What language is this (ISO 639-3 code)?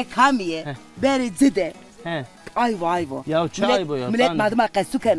zza